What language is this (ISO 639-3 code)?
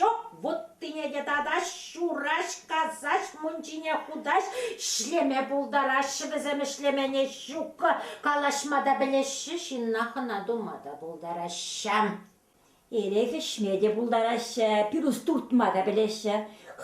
chv